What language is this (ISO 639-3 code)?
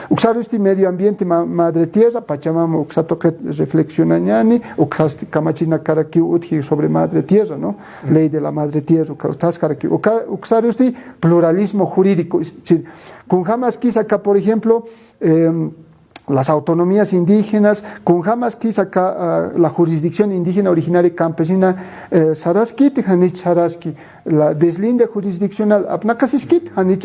aym